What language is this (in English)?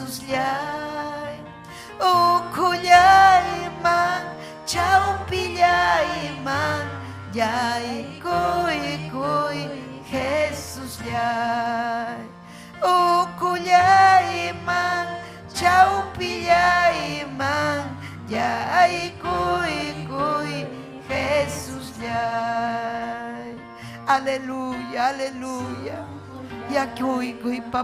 Ayacucho Quechua